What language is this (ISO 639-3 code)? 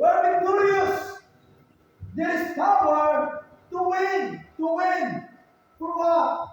ceb